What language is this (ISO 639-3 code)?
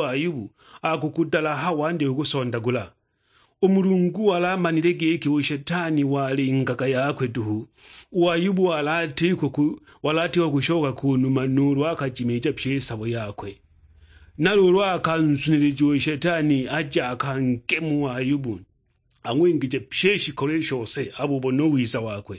suk